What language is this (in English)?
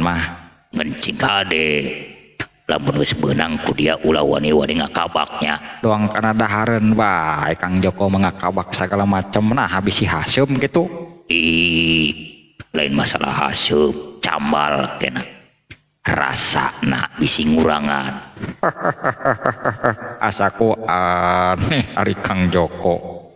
Sundanese